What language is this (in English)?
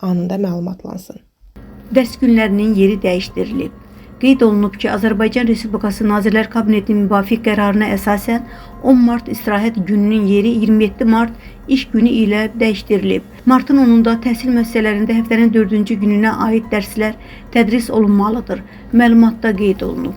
Azerbaijani